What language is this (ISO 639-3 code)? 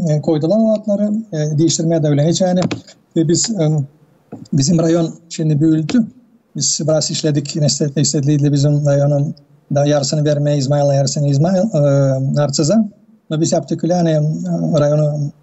gag